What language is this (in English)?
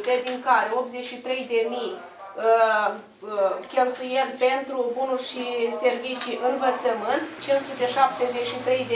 Romanian